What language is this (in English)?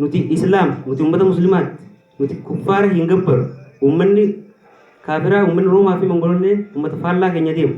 Oromo